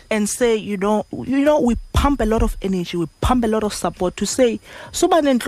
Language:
Xhosa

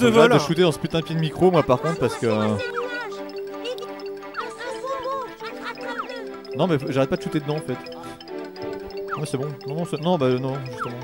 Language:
French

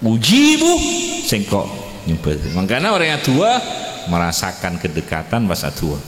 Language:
Madurese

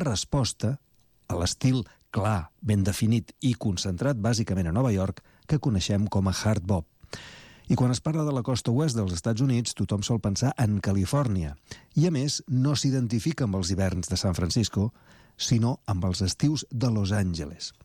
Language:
Catalan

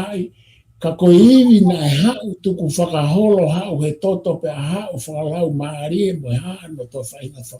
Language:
Tongan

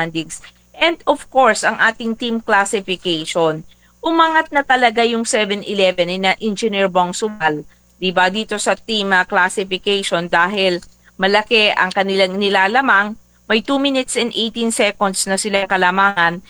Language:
Filipino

